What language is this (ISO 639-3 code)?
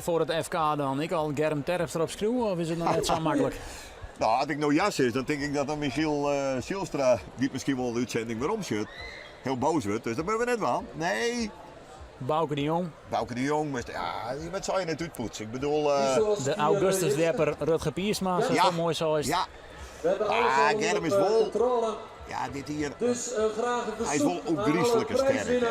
fry